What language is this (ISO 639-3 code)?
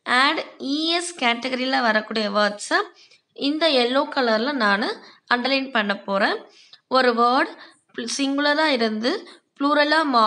tam